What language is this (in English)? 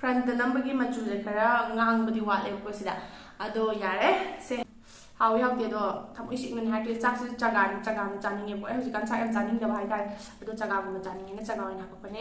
Manipuri